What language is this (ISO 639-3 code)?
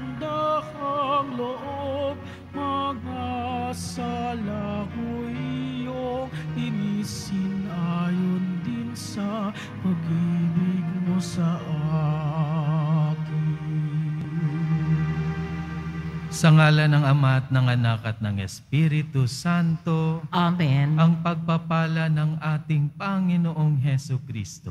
fil